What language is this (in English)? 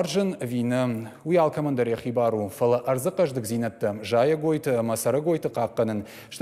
Ossetic